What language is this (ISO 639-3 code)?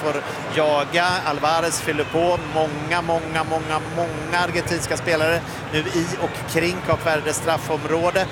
swe